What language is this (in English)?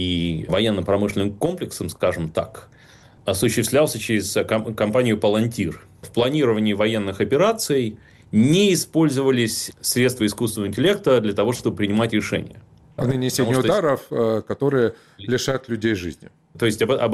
Russian